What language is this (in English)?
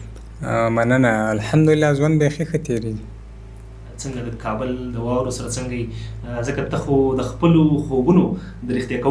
Pashto